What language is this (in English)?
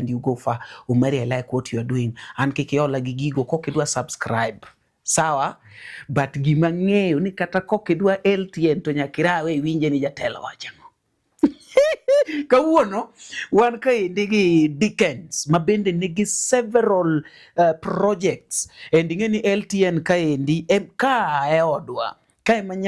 Luo (Kenya and Tanzania)